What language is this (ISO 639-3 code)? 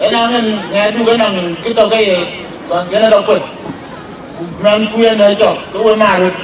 din